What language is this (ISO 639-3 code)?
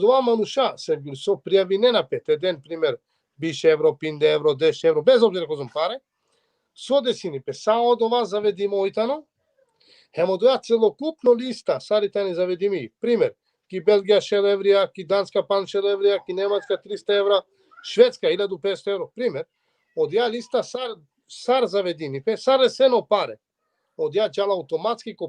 rmn